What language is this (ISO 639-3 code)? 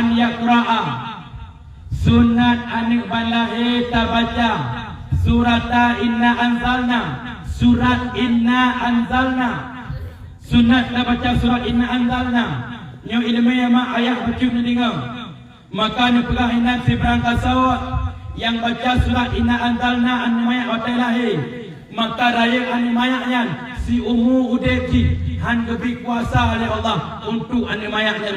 ace